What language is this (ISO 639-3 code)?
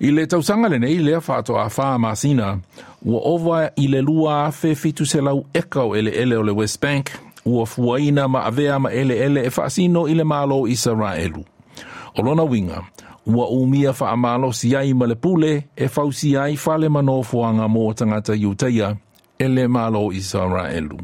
smo